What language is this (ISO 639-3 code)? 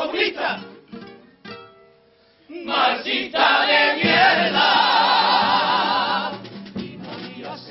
spa